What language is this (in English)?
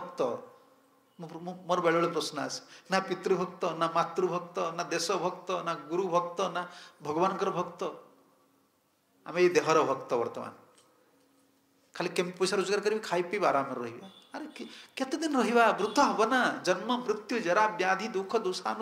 Odia